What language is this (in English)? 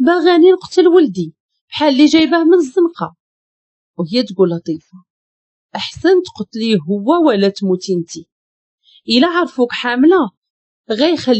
Moroccan Arabic